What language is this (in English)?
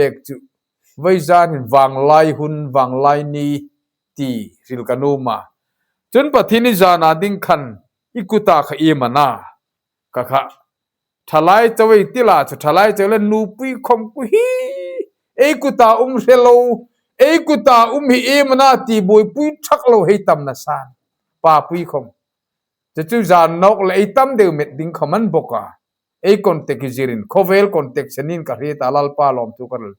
Hmar